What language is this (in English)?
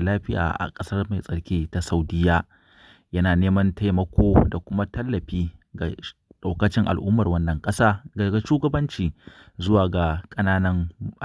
Hausa